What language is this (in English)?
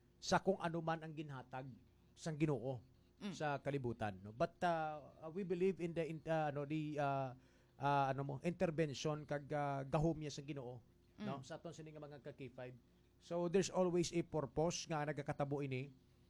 Hiligaynon